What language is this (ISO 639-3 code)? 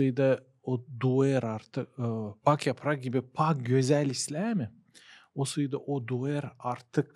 gag